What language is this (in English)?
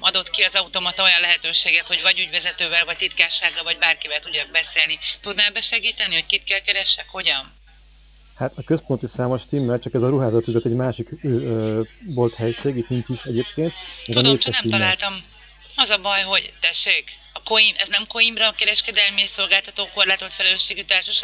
Hungarian